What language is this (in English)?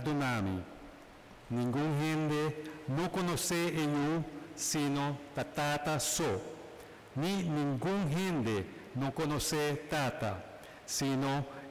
Papiamento